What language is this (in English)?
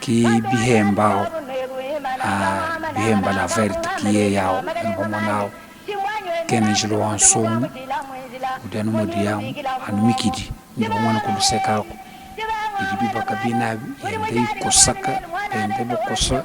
Luba-Lulua